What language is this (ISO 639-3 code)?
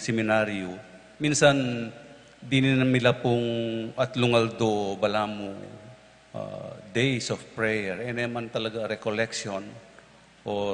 pam